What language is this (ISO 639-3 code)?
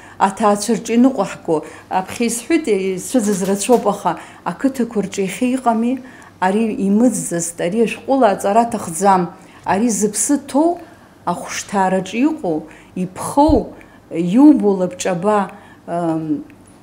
abk